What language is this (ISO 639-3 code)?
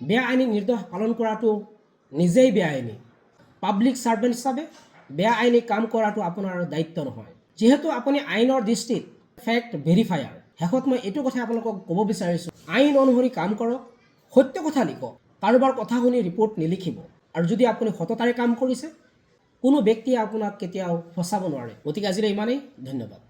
asm